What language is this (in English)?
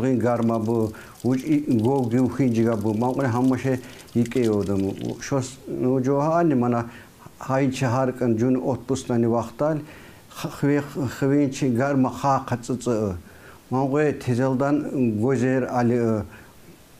Tsakhur